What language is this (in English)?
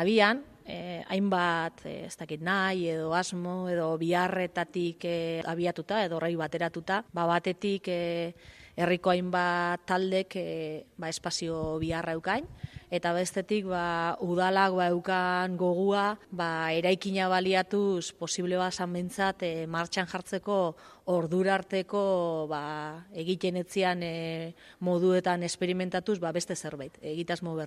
Basque